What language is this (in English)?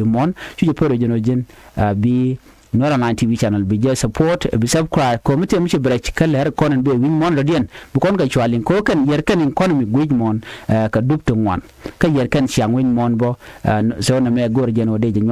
Nuer